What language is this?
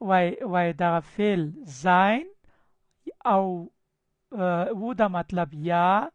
Pashto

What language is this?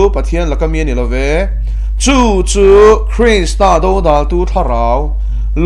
Mizo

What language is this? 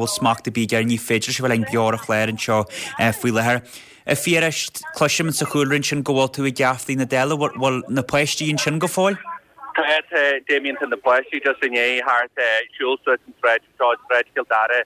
Irish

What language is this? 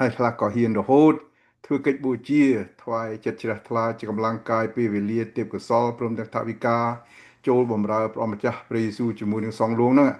Khmer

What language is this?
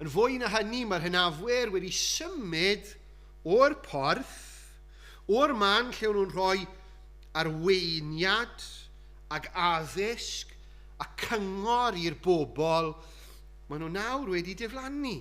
Welsh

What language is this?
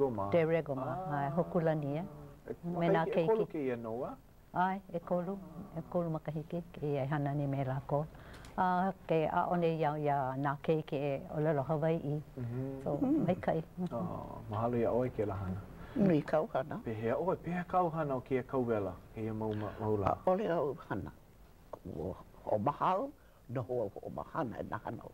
Hawaiian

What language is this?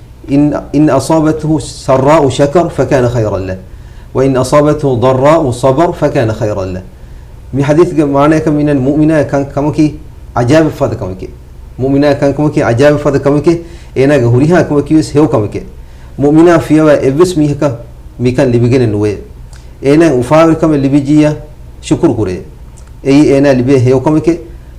Divehi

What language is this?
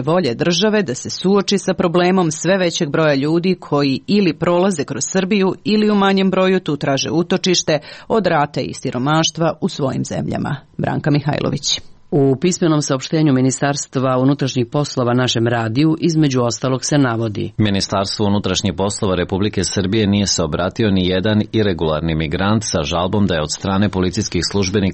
Serbian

